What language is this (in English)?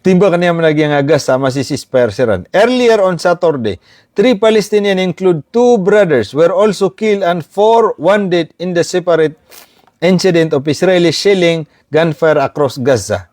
Maranao